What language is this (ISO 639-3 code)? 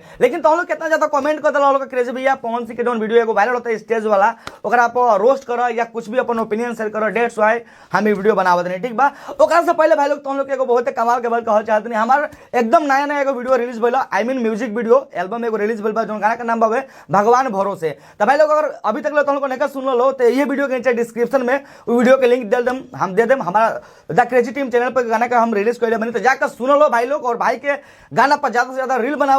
bho